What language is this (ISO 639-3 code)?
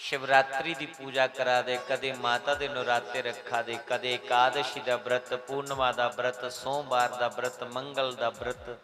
doi